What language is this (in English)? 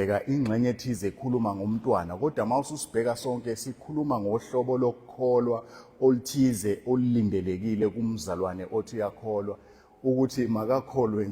Zulu